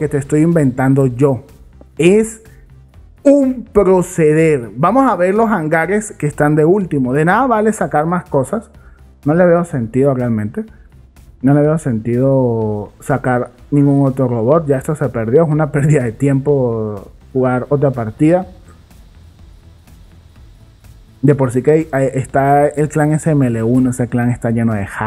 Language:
Spanish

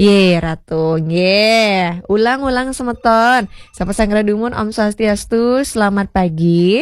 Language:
Balinese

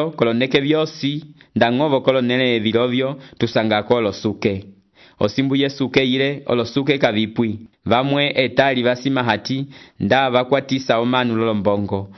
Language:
Umbundu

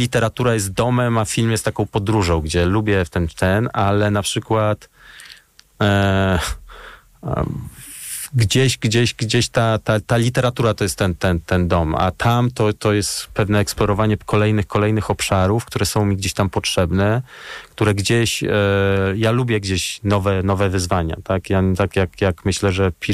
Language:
Polish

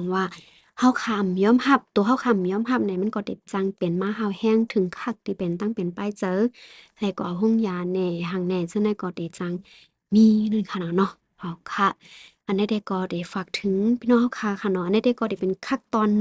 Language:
Shan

